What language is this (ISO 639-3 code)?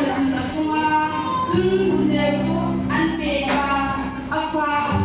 hmr